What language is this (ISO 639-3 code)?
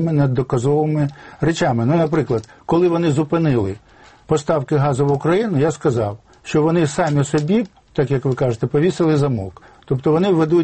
ukr